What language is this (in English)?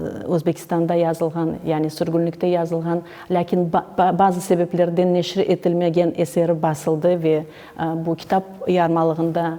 Crimean Tatar